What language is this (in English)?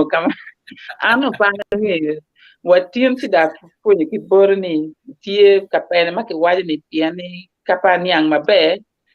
Acoli